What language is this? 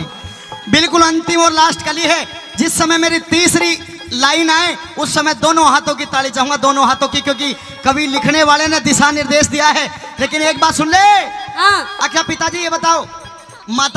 Haryanvi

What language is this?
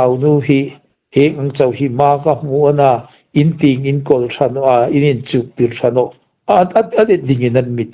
Hmar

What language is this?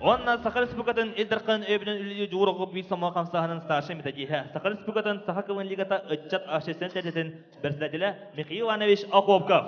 Yakut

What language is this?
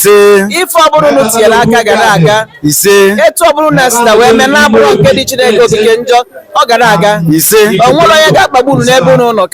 Igbo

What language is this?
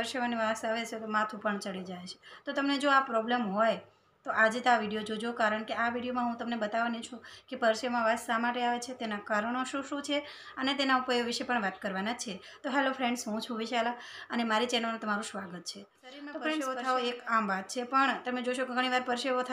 Gujarati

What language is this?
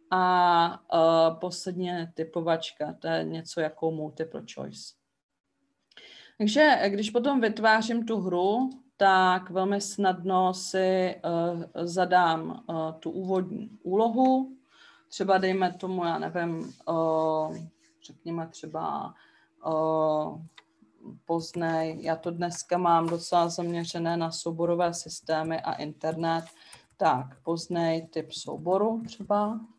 Czech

